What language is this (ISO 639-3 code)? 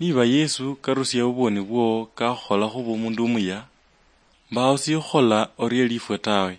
luy